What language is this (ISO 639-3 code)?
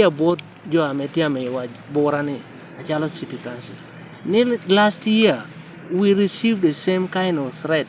laj